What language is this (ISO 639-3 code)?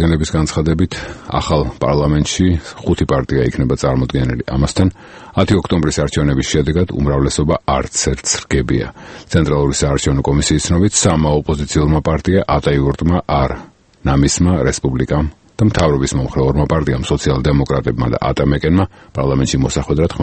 kat